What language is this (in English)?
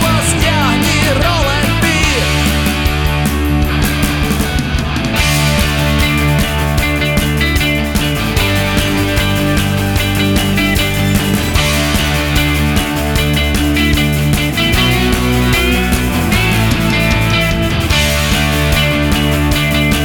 Slovak